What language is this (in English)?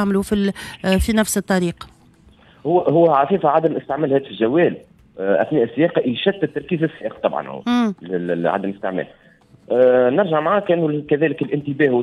Tunisian Arabic